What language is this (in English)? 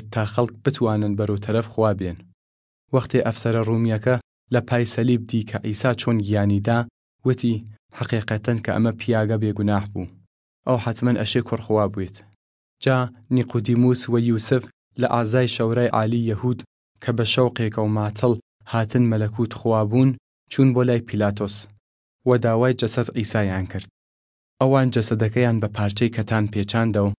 Southern Kurdish